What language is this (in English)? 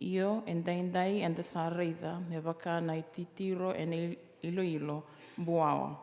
Fijian